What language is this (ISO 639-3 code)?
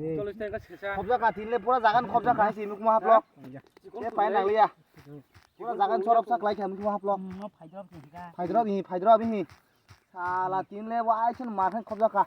trp